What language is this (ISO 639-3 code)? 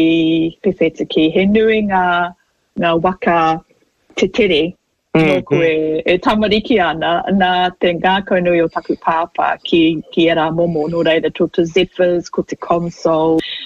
mri